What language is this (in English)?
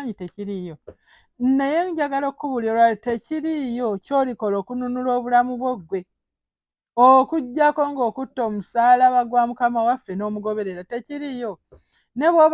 Ganda